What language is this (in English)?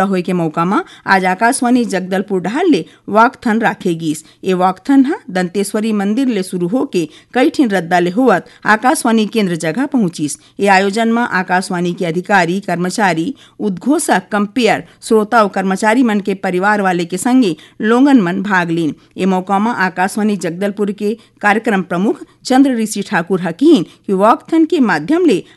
Chhattisgarhi